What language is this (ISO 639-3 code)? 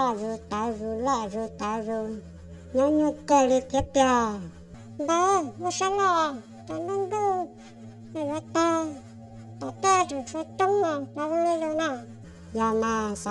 hmn